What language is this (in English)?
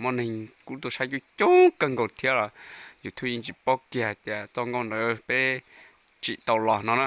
Hmong